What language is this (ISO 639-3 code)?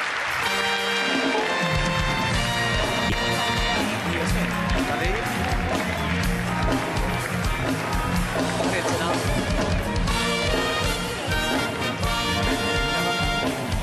ces